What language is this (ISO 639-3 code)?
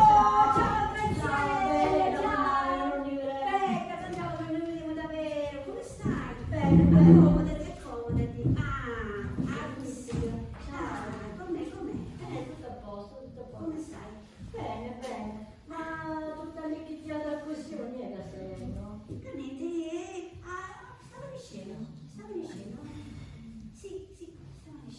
scn